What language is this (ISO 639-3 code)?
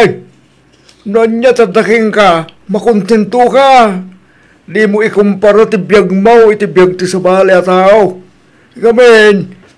ilo